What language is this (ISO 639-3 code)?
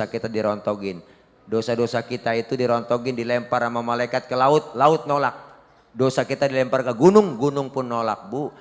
bew